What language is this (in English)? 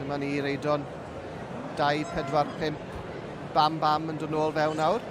Welsh